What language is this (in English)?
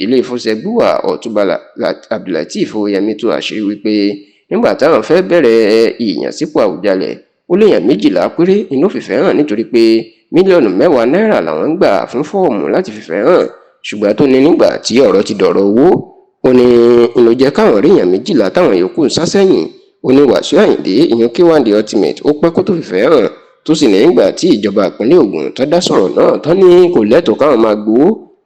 Yoruba